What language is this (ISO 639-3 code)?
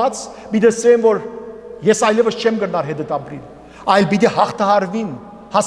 hyw